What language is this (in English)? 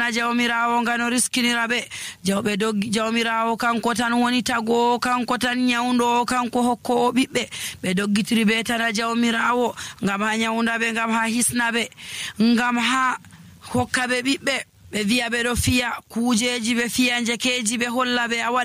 Nigerian Fulfulde